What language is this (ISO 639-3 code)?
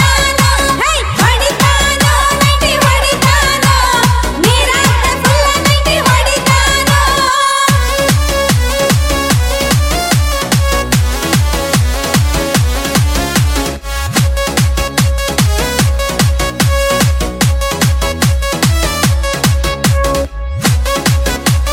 kan